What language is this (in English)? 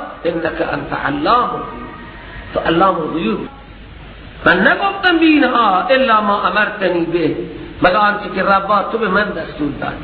Persian